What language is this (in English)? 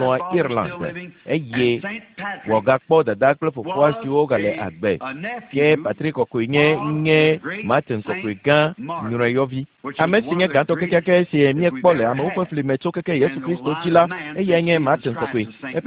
Ewe